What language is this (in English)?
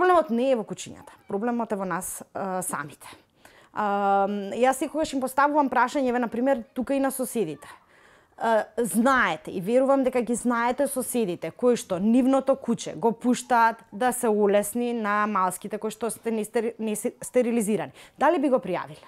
Macedonian